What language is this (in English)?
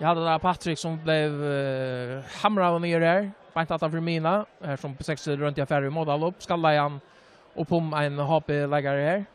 Faroese